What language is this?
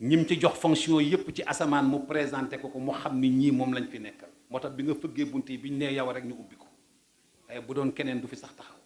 Wolof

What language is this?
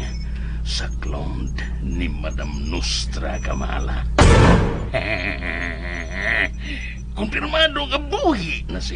Cebuano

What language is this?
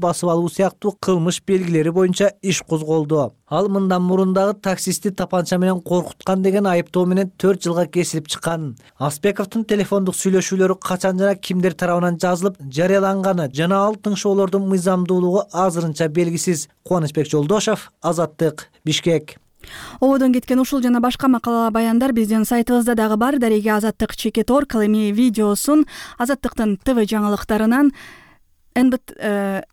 Kyrgyz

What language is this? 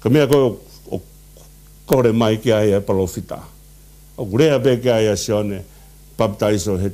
Tongan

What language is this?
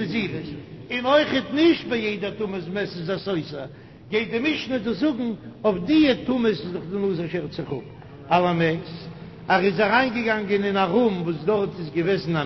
Yiddish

